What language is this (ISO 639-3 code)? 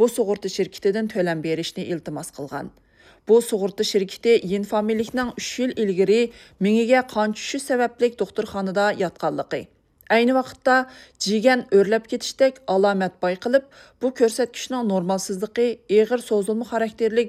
uig